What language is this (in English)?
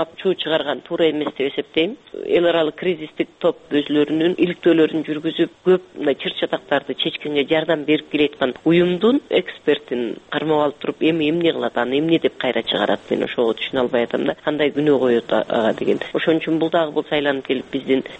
Kyrgyz